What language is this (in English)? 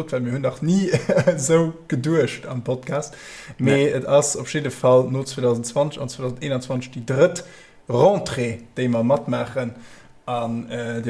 Luxembourgish